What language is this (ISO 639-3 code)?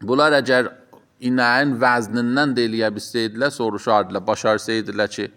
aze